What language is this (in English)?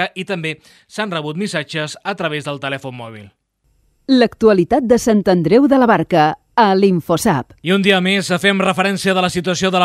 Catalan